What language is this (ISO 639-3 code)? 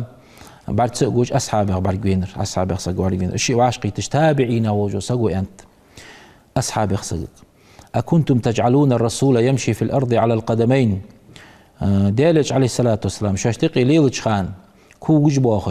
inh